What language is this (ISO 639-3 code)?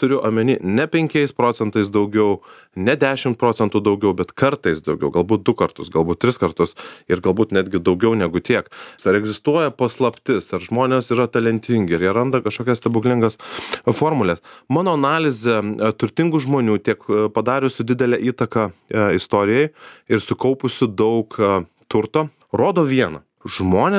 lit